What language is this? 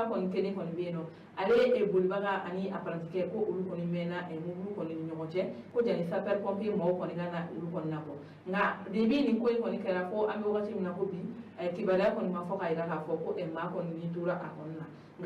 Bambara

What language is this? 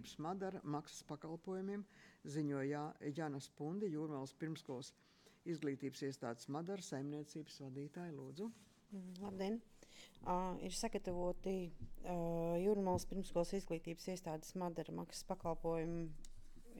Latvian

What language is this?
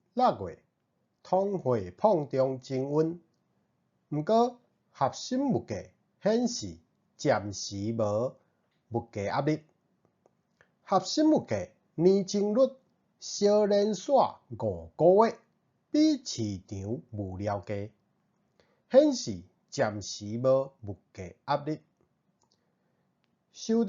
Min Nan Chinese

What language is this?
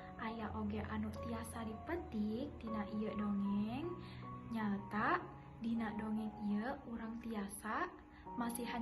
Sundanese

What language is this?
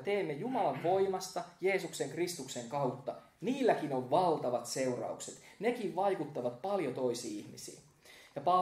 Finnish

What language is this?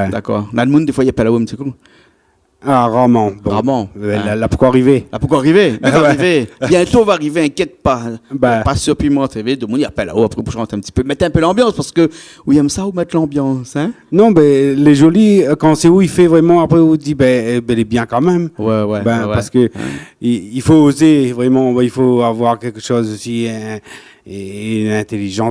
Réunion Creole French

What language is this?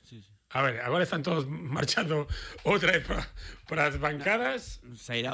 Galician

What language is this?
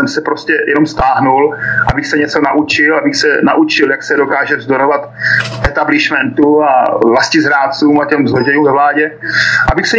Czech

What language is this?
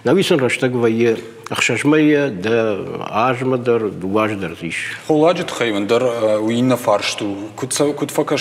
Ossetic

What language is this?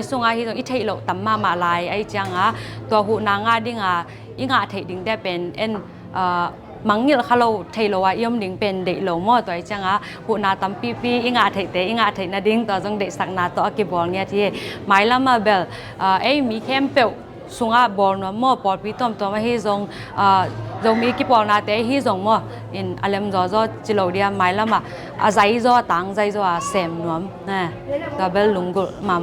Tedim Chin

